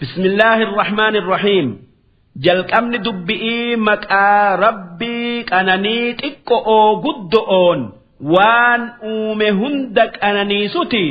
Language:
Oromo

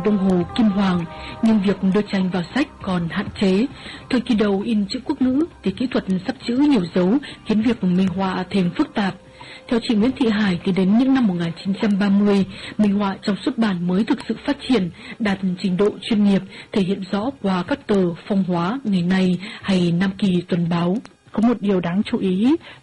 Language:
Vietnamese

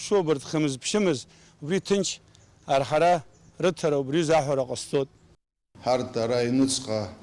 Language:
Abkhazian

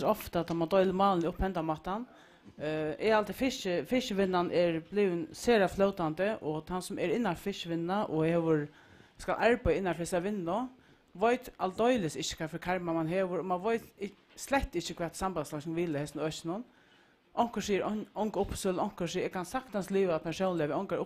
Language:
Faroese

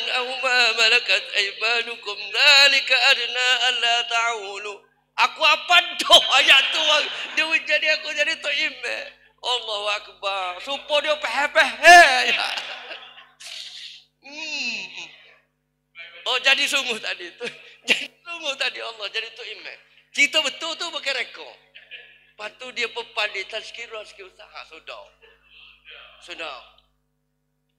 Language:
Malay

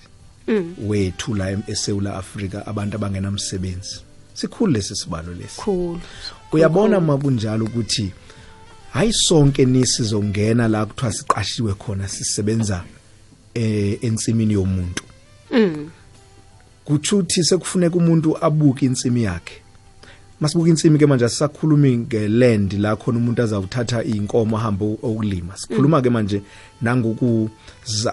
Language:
South Ndebele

